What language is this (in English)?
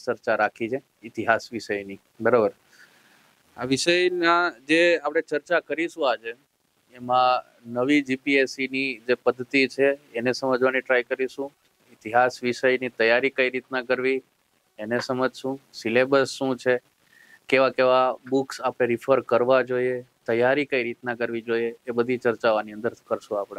Gujarati